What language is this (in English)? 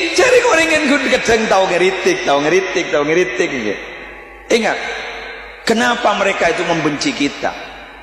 Madurese